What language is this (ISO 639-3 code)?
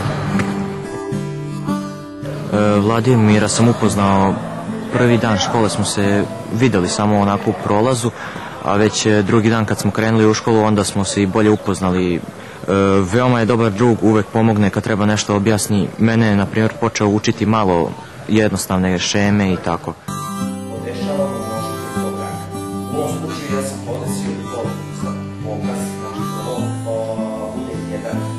srp